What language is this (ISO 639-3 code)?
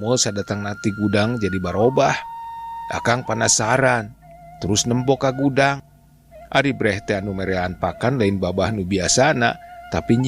sun